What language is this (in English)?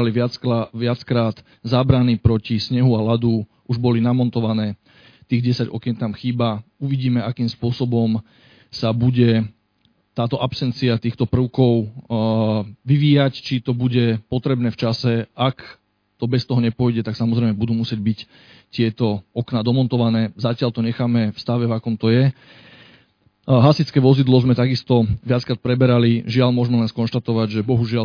Slovak